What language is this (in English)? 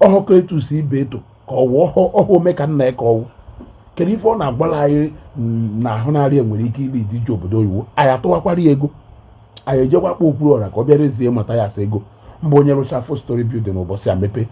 Igbo